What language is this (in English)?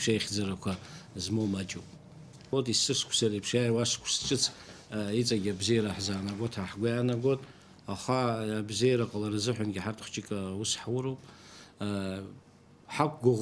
Abkhazian